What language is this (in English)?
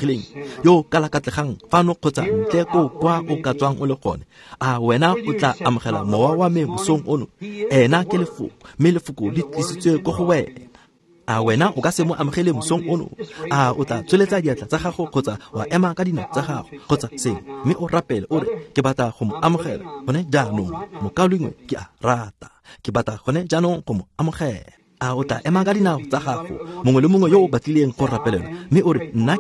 Tswana